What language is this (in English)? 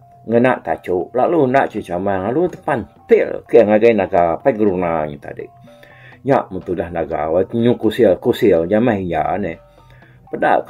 Iban